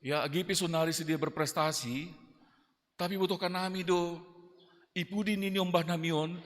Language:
Batak Simalungun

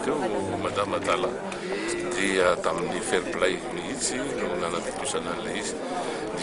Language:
Malagasy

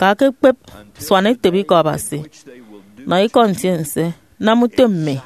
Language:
Efik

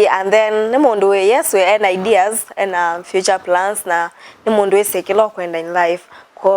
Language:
Kamba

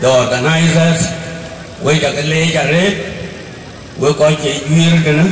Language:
Dinka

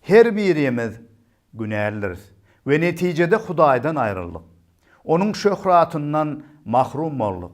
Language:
Turkmen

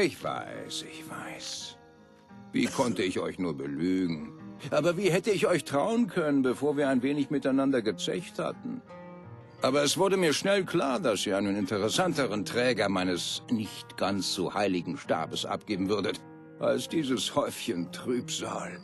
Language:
Bavarian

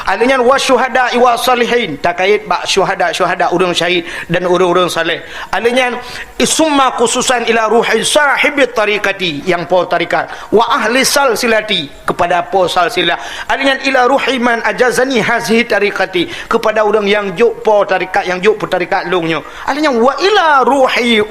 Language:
Achinese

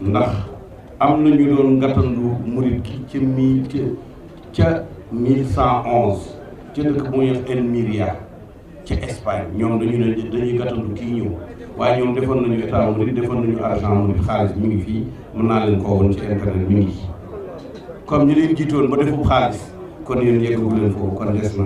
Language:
Wolof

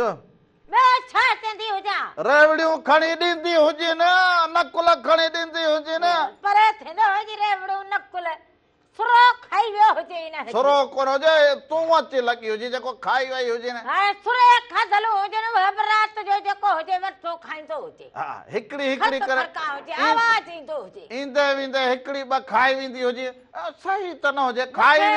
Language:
Sindhi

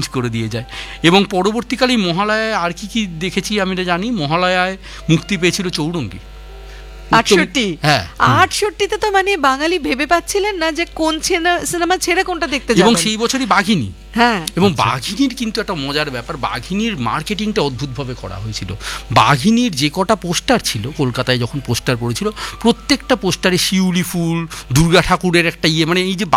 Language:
Bangla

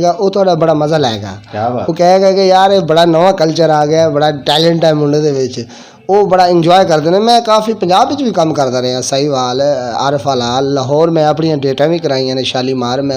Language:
Western Panjabi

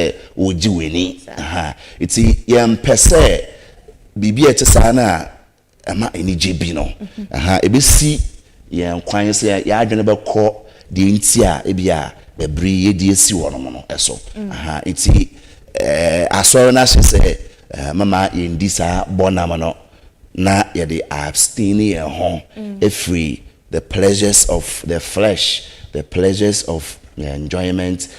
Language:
Akan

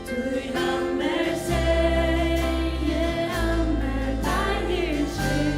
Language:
Faroese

